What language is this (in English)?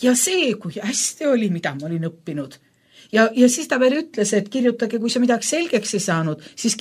Estonian